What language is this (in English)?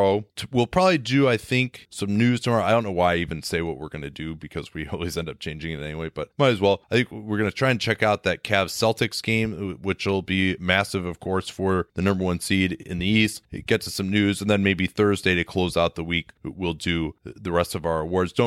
English